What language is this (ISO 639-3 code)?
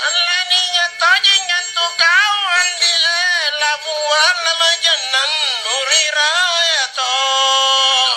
mak